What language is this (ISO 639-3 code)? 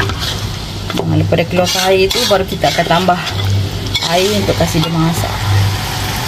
msa